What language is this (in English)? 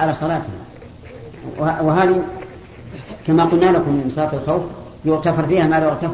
Arabic